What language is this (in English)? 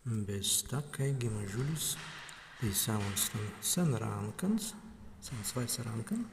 Prussian